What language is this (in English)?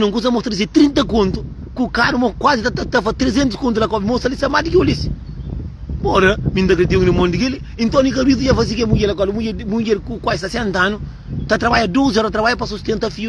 Kabuverdianu